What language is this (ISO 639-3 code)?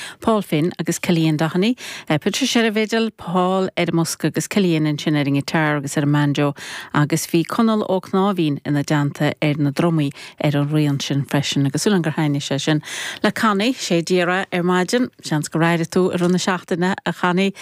gle